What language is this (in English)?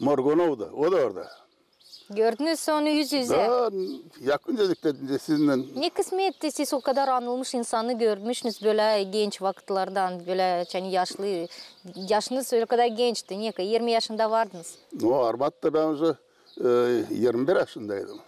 Gagauz